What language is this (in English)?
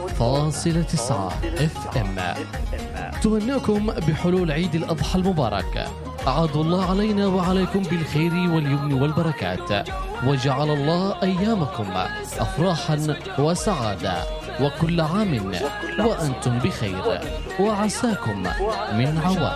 Arabic